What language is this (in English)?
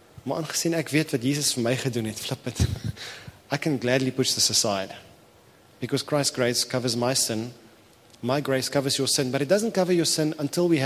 Afrikaans